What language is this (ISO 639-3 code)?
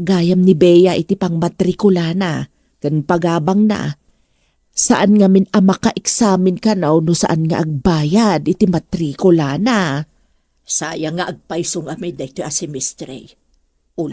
ilo